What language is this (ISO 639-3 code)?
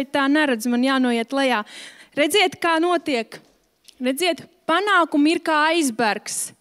lav